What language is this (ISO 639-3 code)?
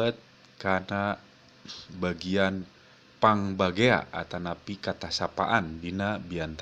sun